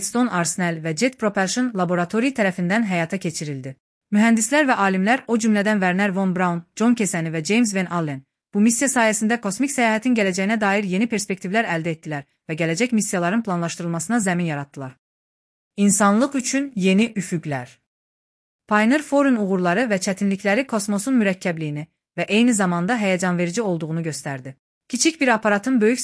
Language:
Azerbaijani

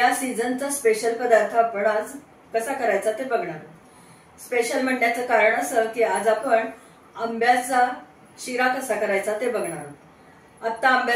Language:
Marathi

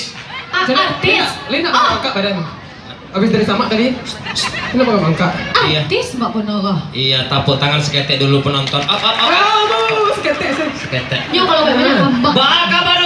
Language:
Minangkabau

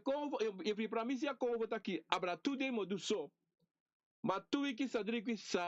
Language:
Sranan Tongo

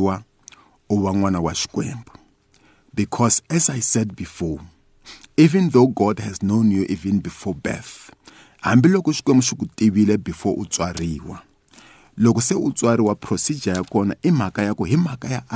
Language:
Tsonga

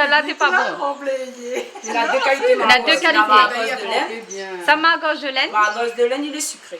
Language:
Réunion Creole French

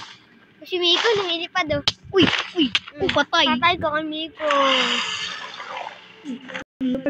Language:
Filipino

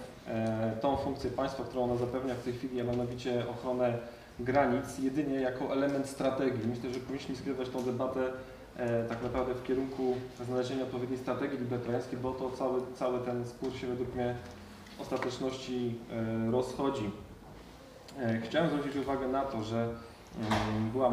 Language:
Polish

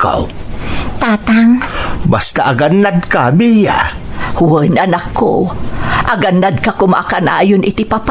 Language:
Iloko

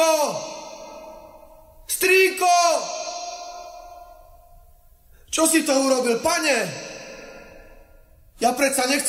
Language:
Slovak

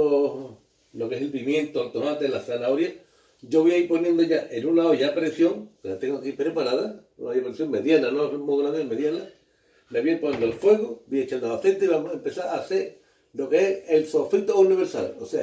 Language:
Spanish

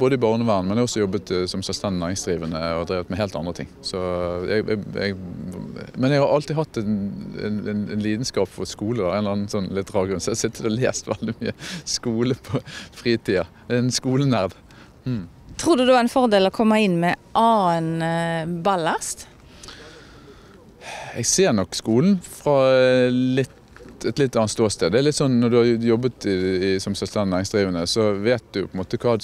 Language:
Norwegian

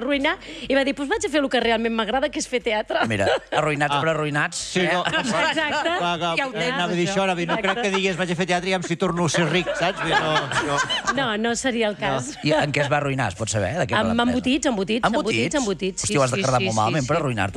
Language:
Catalan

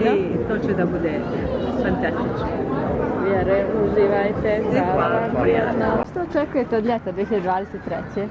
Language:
Bosnian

